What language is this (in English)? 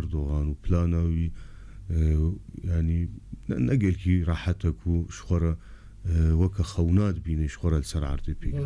Kurdish